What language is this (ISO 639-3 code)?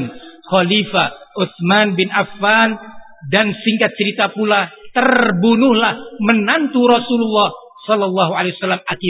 ind